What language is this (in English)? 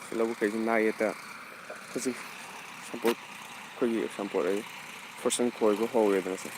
Manipuri